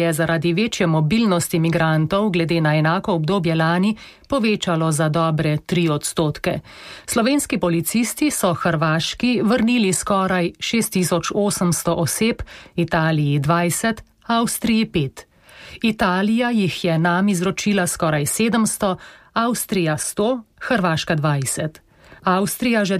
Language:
Slovenian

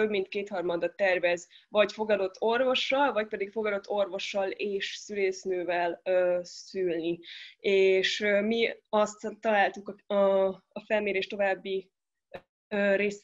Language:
Hungarian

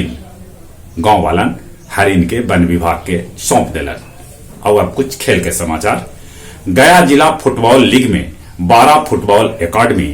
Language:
Magahi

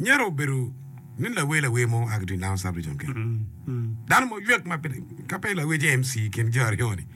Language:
Acoli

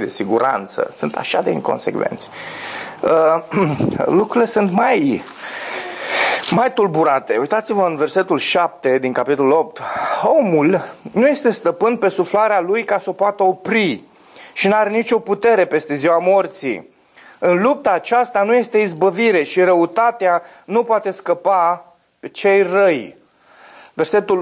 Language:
Romanian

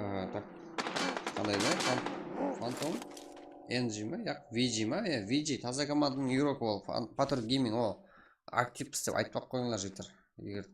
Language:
Kara-Kalpak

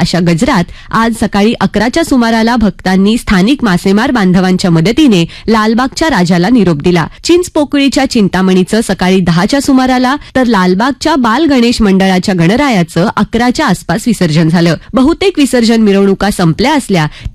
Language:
Marathi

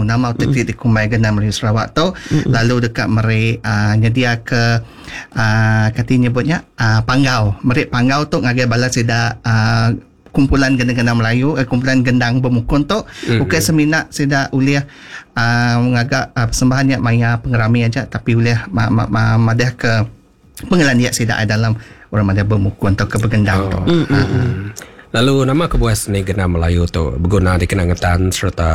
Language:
Iban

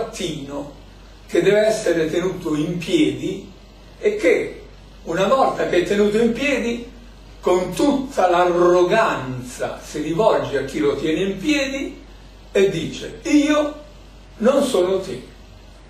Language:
Italian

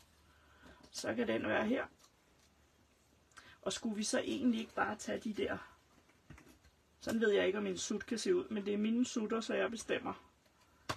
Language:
Danish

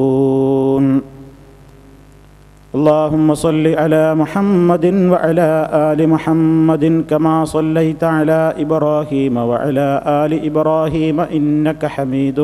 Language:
Malayalam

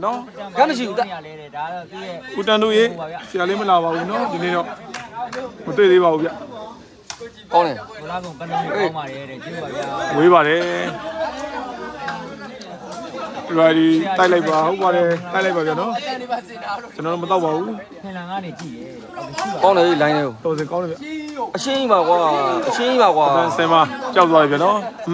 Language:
Burmese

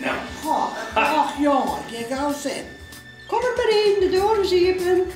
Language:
Western Frisian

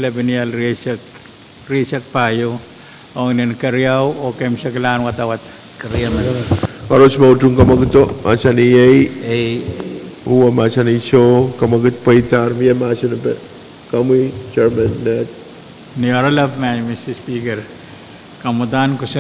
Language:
Pohnpeian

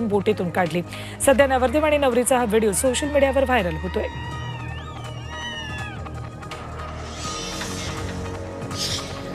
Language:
Marathi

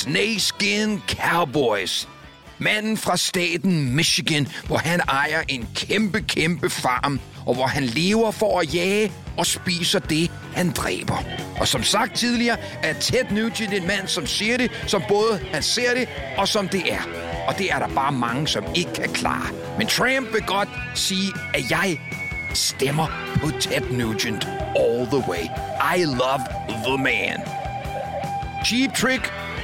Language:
Danish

